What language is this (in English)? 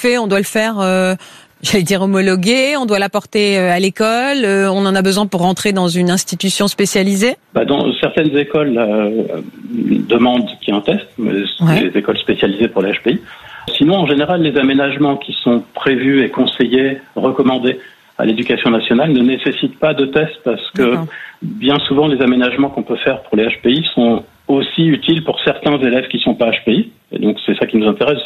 French